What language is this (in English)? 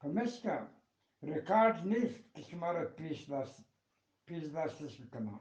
Eastern Balochi